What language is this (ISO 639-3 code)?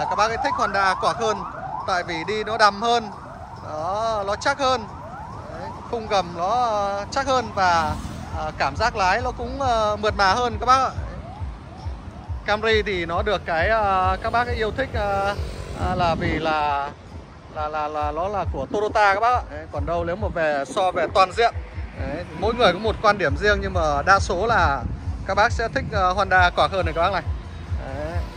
vie